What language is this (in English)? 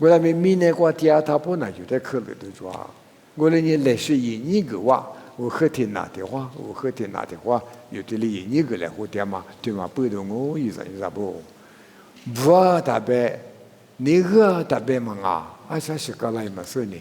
Lisu